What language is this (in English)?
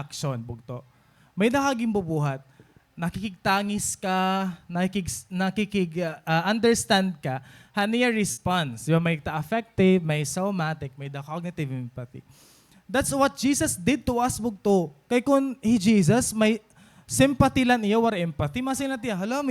Waray